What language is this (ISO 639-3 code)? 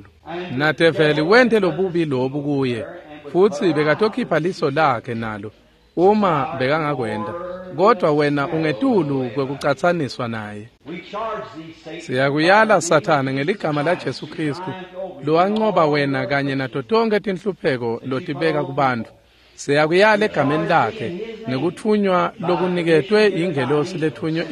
ssw